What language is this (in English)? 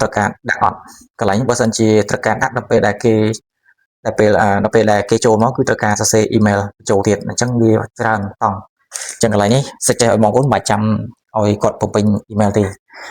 Khmer